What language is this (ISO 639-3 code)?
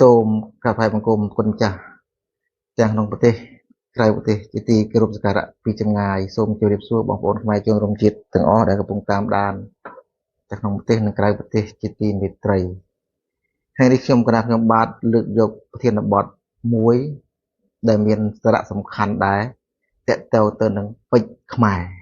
khm